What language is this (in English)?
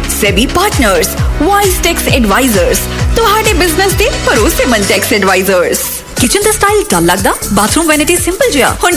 Punjabi